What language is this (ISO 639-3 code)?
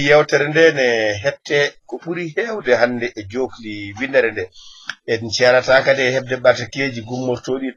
ful